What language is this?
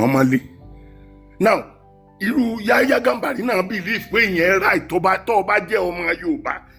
Yoruba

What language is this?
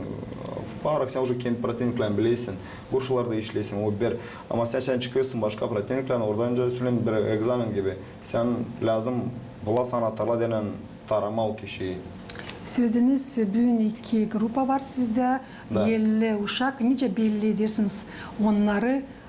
Gagauz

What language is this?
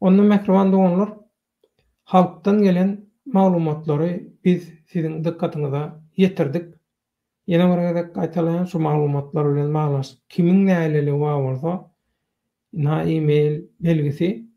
Turkmen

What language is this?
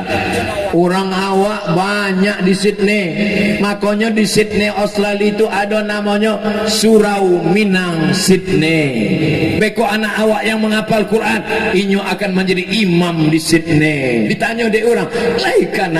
Minangkabau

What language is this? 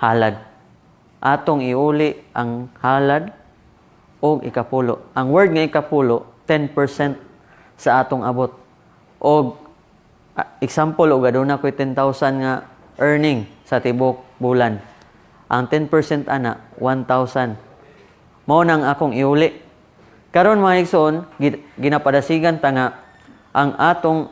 Cebuano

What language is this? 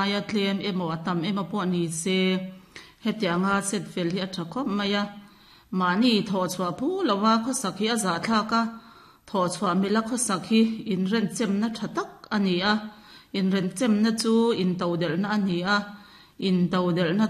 Mizo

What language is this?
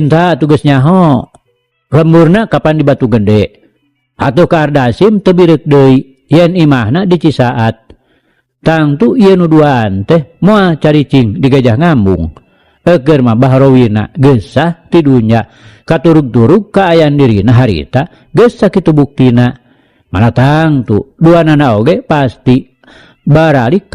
Sundanese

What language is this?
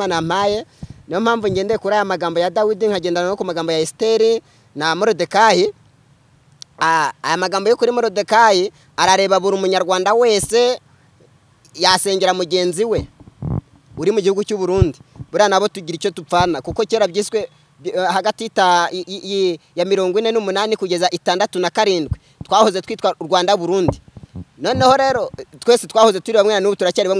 Kinyarwanda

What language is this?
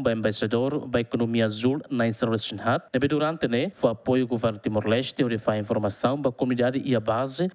Tetum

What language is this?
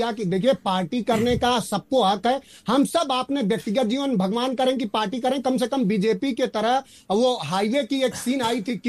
Hindi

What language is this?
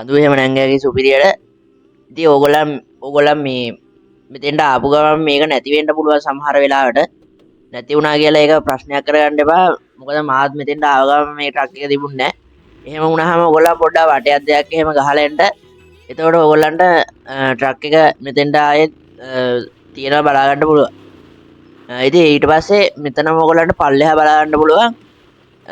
Sinhala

